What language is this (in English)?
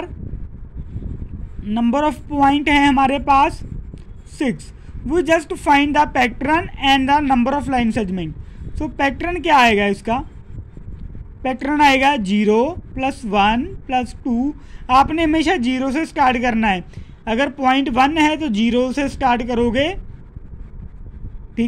Hindi